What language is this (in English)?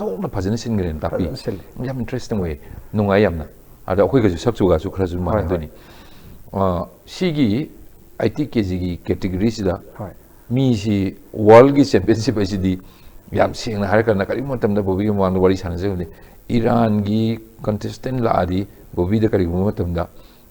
Manipuri